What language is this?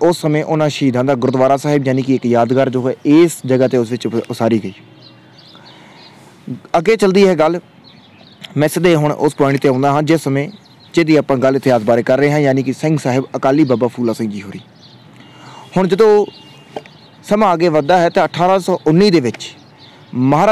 Punjabi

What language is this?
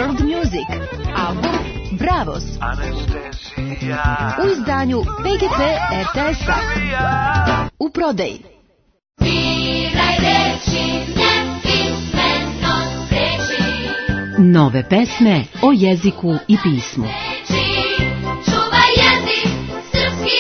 Serbian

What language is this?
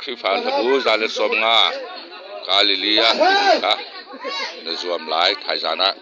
Hakha Chin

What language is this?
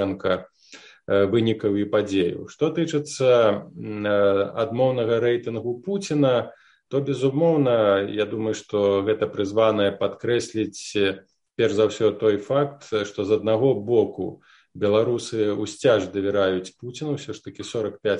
Belarusian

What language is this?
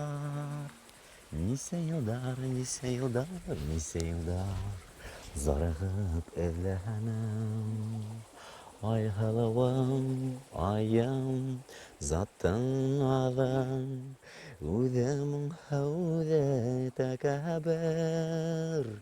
Bashkir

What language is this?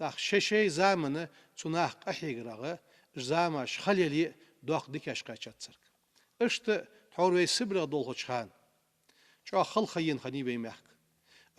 Ingush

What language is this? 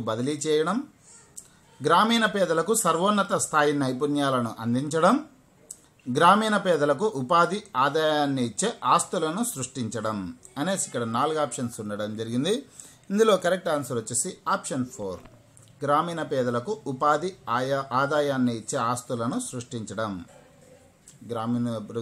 Telugu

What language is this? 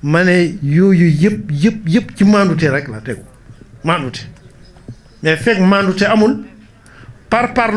Wolof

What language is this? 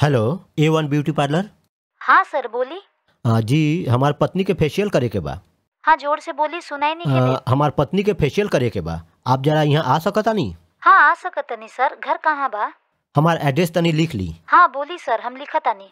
Bhojpuri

